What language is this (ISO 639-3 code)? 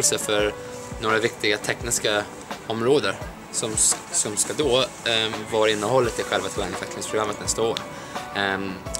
swe